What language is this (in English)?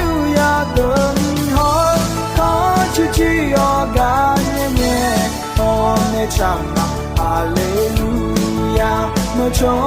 Akha